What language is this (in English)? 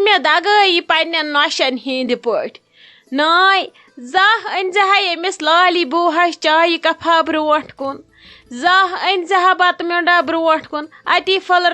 Kashmiri